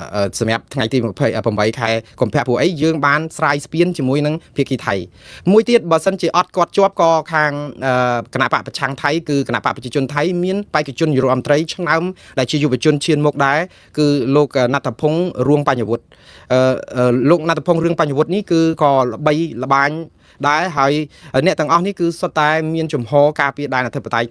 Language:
Khmer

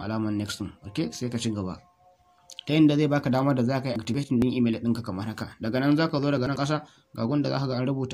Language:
Hausa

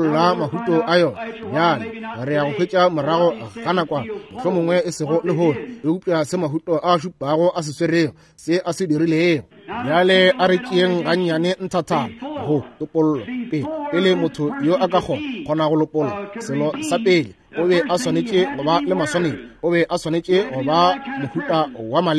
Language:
Northern Sotho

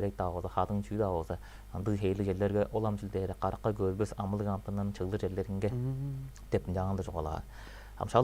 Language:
Tuvinian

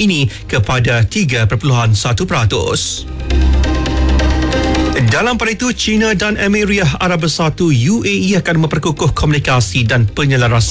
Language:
Malay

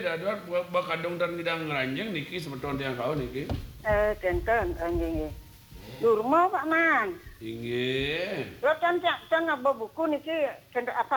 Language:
Balinese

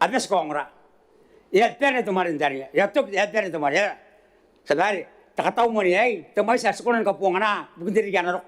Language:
Gilbertese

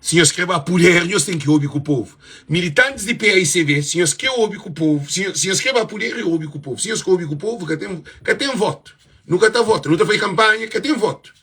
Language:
Kabuverdianu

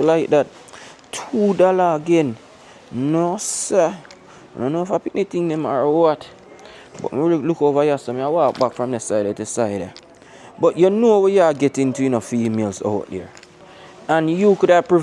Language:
Jamaican Creole English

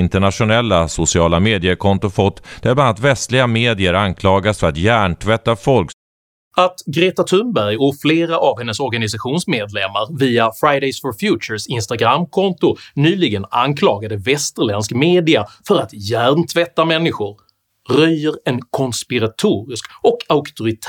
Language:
Swedish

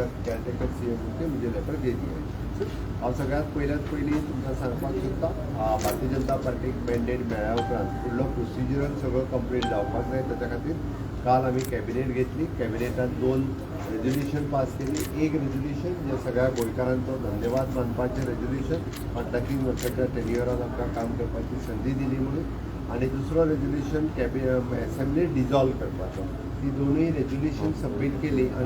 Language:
Konkani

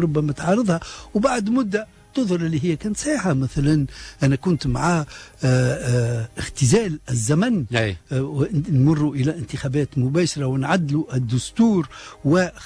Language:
Tunisian Arabic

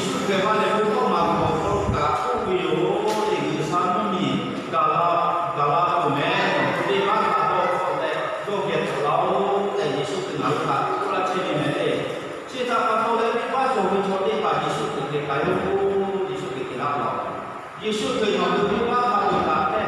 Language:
Lahu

